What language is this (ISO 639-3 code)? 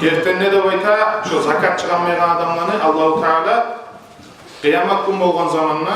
kum